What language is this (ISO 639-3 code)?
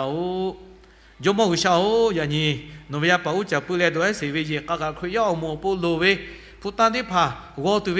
lhu